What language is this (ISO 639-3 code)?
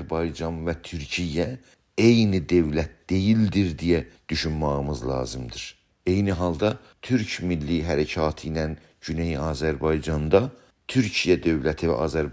azb